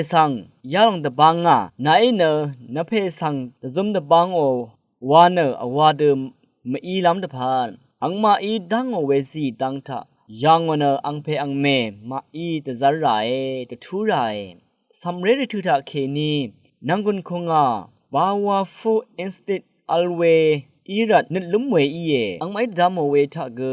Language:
Rawang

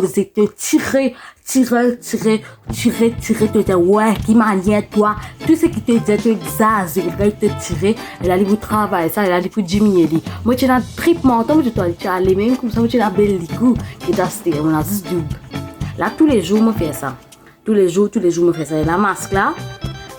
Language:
Morisyen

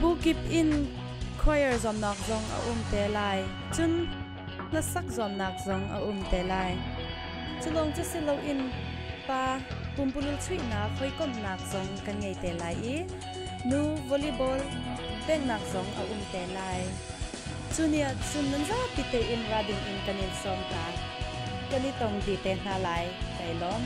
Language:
Hakha Chin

